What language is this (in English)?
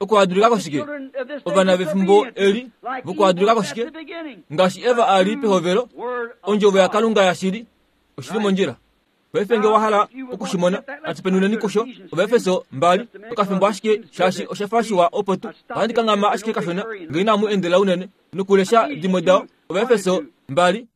Kuanyama